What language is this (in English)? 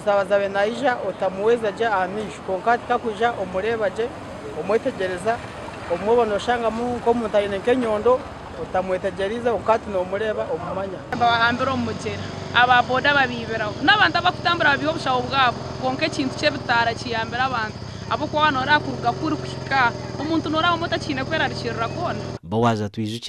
Nyankole